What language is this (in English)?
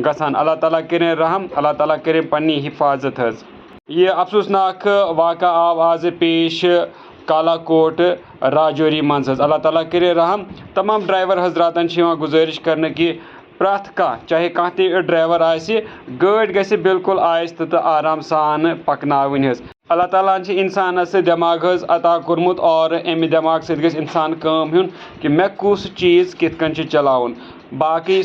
Kashmiri